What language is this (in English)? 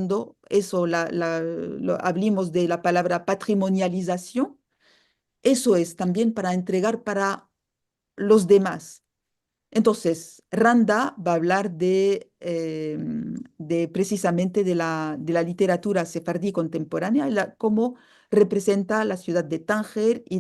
Ladino